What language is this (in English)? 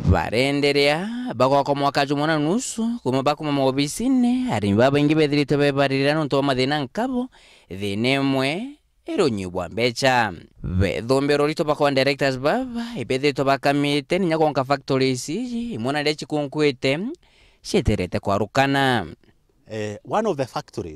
Meru